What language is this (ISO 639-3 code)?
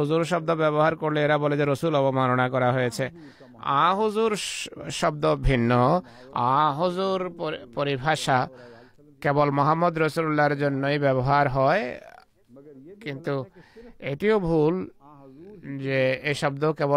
ben